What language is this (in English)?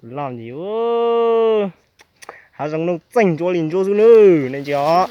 Hmong